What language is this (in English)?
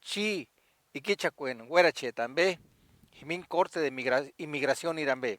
Purepecha